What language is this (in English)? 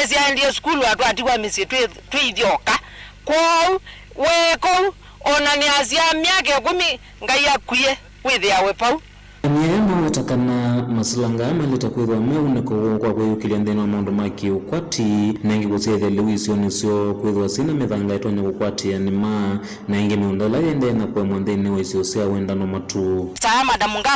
Kamba